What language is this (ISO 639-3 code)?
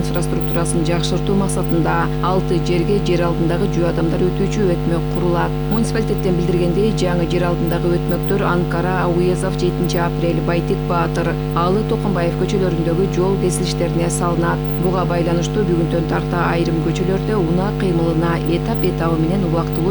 kir